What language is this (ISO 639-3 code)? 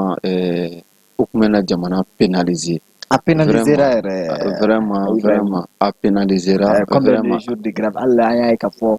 bam